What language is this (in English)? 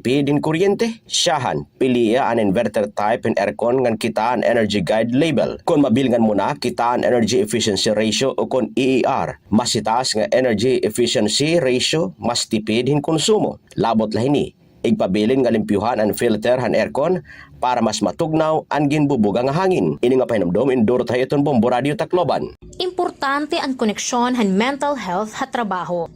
Waray